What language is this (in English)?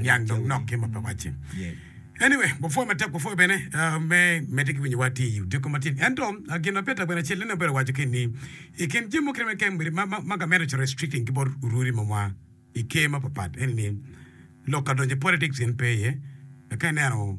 Acoli